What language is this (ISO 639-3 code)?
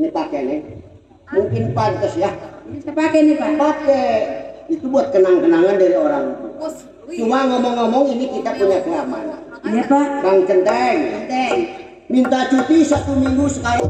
bew